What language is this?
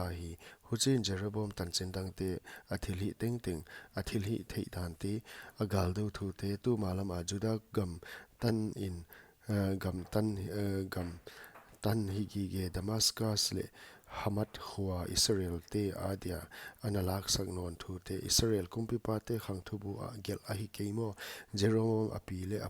Paite Chin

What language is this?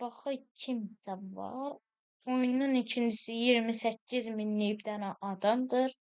Azerbaijani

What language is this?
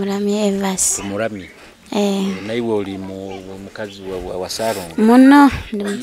Nyoro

